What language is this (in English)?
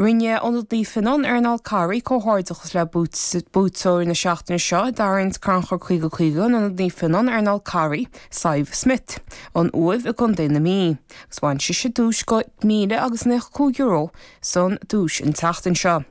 Irish